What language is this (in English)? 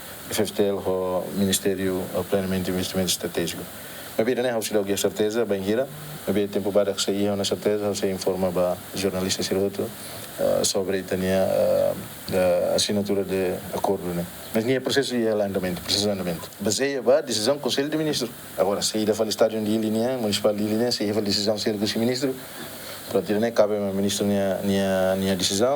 Tetum